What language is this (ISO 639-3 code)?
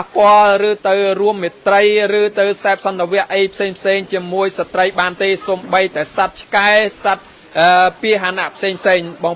khm